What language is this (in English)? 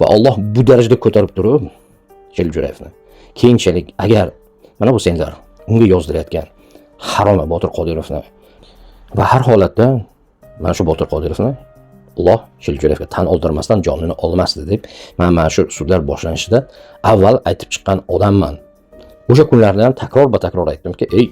Uzbek